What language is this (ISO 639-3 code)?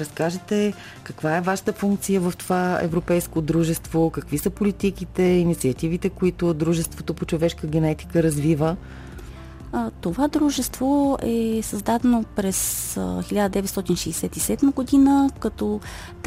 bul